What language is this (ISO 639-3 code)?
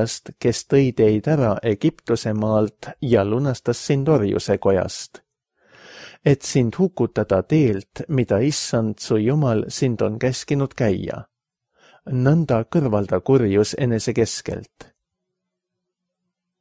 est